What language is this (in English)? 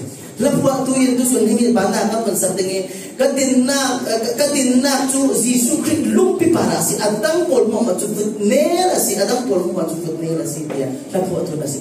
Falam Chin